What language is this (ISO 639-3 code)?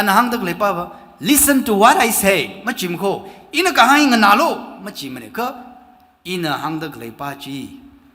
nmf